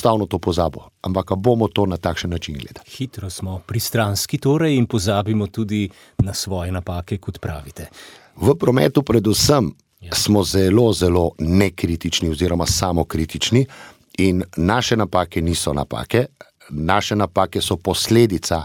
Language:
Slovenian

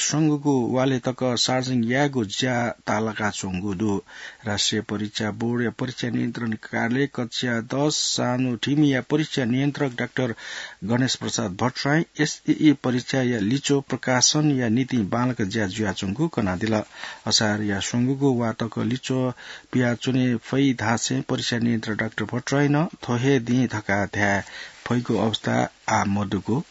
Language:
Newari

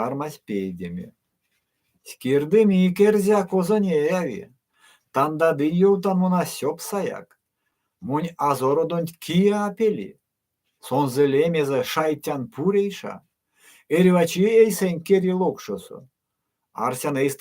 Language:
Erzya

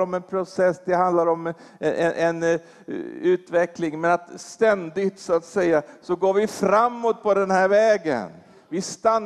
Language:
Swedish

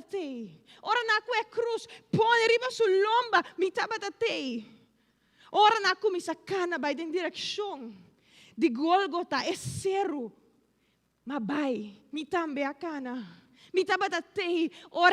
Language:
Papiamento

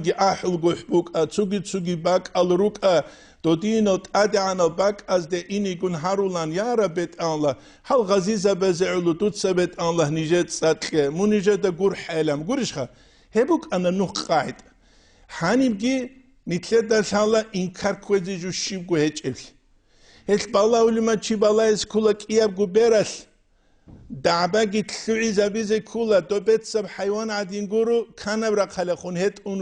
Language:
Avaric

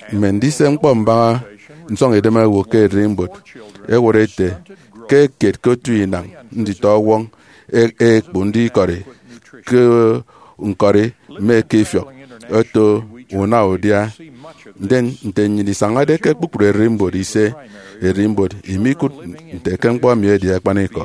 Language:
Efik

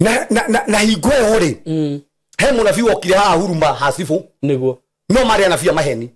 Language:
Kikuyu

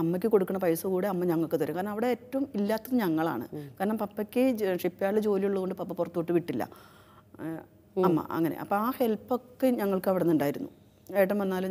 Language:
Malayalam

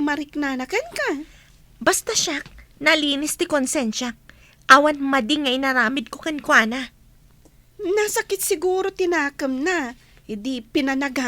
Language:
Iloko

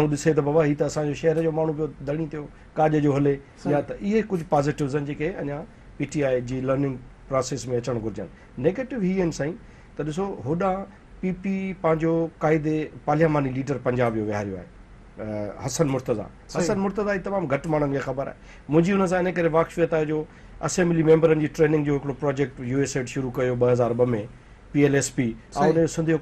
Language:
Sindhi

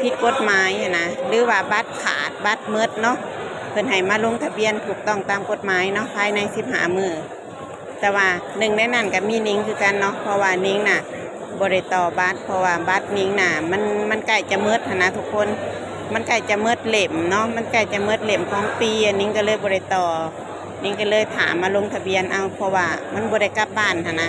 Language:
Lao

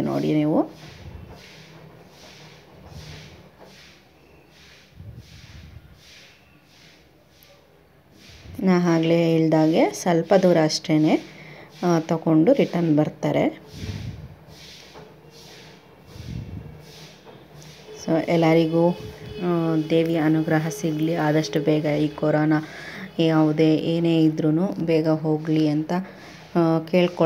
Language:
Kannada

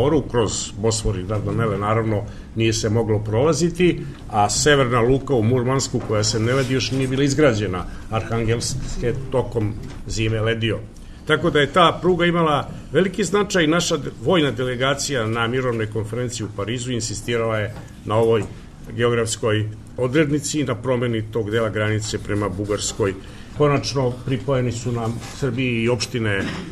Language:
Serbian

